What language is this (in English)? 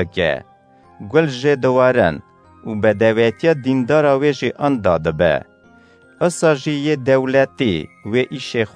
Kurdish